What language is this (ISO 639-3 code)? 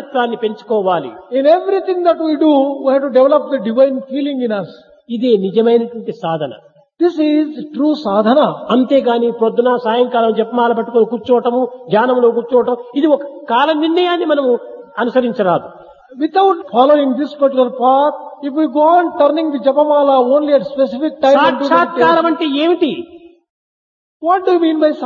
tel